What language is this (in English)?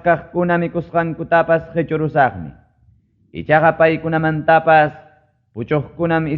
Ayacucho Quechua